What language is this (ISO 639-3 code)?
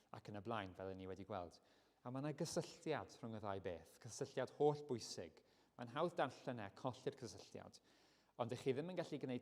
cym